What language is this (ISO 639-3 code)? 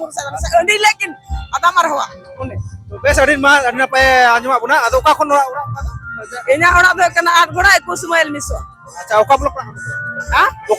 sat